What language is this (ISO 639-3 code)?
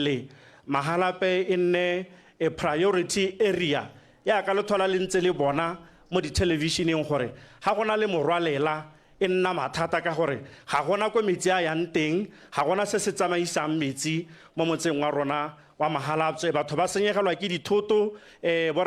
tsn